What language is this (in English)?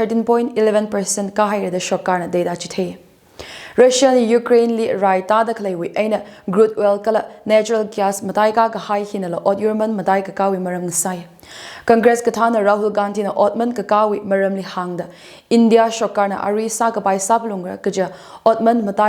Tangkhul Naga (India)